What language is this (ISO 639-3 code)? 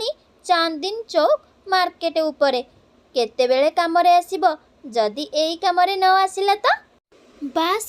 ori